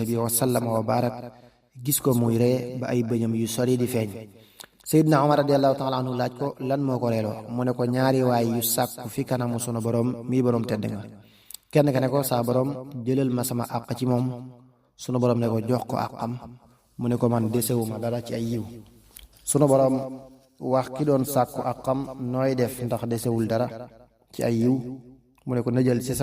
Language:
Wolof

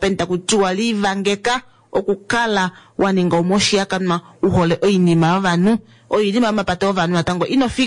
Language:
Kuanyama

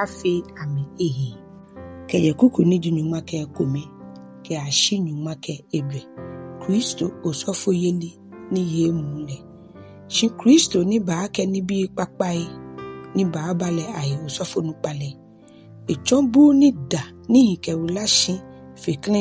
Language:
Ga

